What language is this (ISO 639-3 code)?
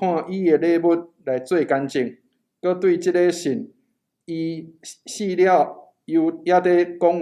nan